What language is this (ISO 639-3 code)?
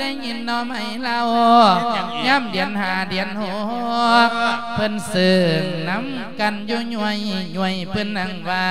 lao